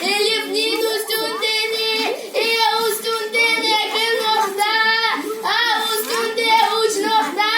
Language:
Crimean Tatar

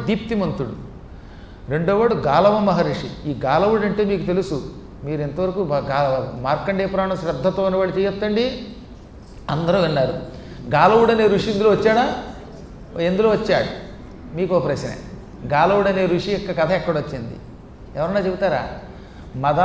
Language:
Telugu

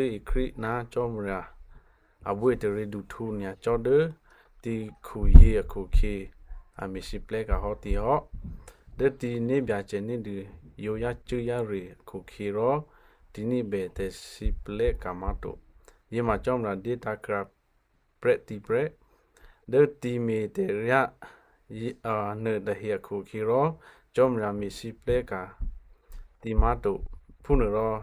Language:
Western Kayah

